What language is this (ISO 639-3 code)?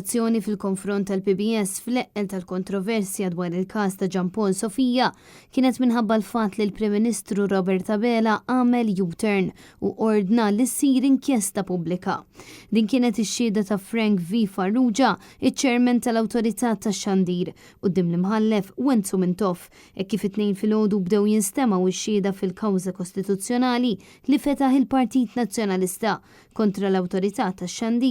mlt